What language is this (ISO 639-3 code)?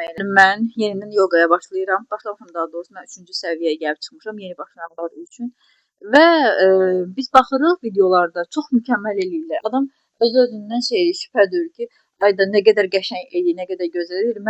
aze